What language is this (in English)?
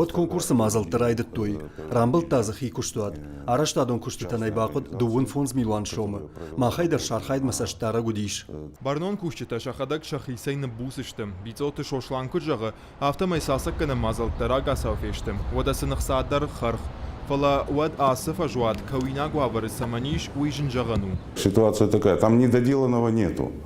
Ossetic